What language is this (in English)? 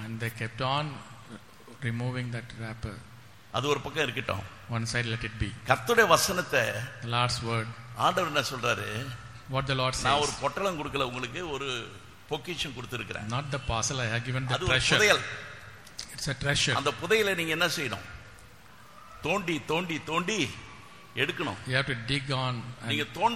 Tamil